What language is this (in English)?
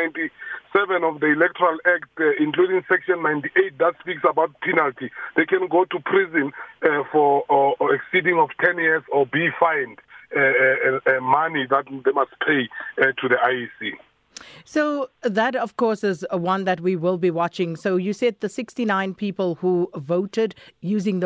English